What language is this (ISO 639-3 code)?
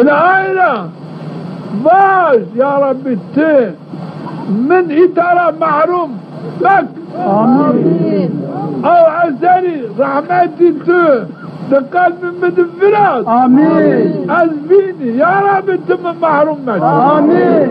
zza